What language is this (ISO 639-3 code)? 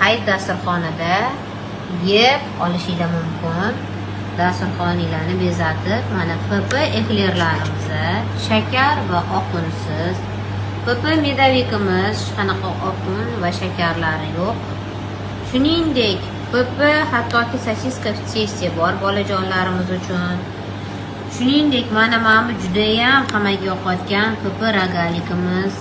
uzb